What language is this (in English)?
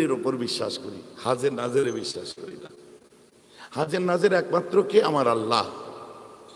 Bangla